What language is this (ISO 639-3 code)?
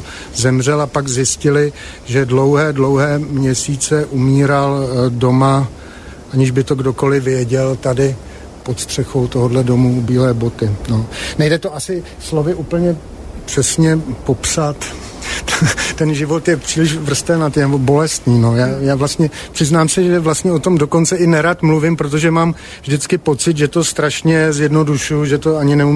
ces